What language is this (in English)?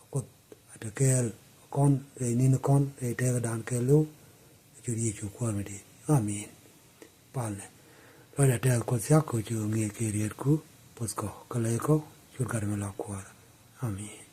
Nuer